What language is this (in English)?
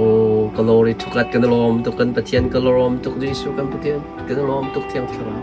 Hakha Chin